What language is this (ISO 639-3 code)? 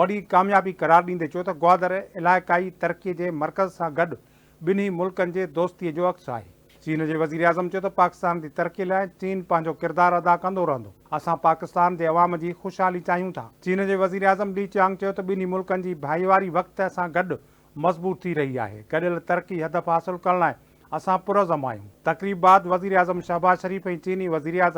snd